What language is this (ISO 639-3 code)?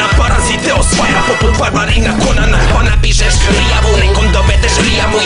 hrv